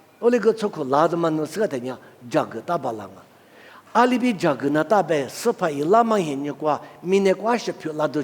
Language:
Lisu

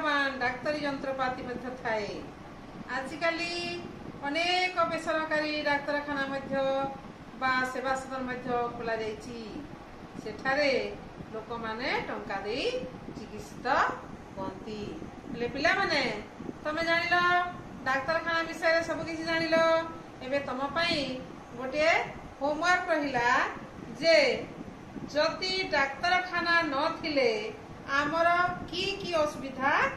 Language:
Odia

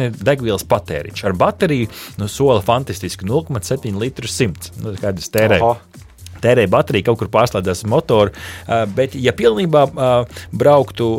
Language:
Latvian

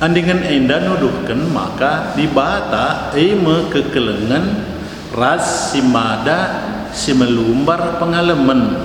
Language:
Batak Karo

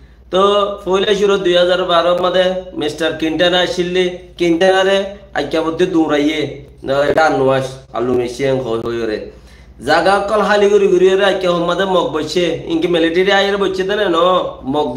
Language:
Rohingya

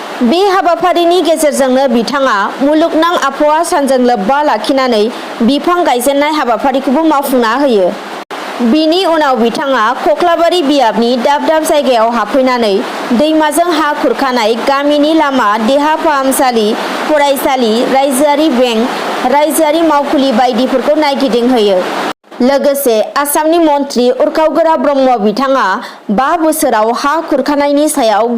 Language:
Bodo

